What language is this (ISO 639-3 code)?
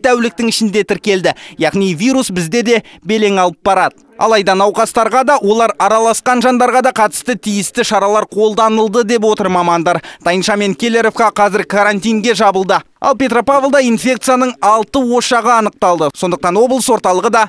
kaz